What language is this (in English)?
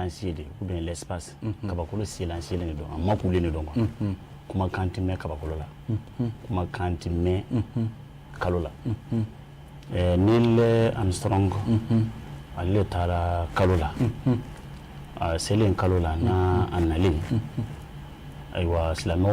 Bambara